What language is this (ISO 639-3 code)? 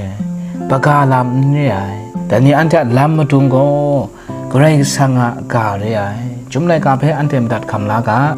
kac